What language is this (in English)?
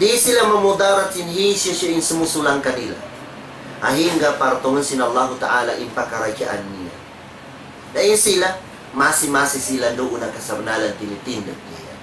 Tausug